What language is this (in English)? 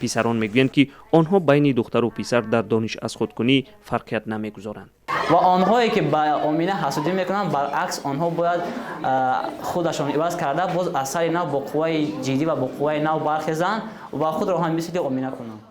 Tajik